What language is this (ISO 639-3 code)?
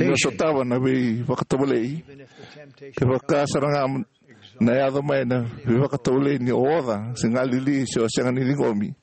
fij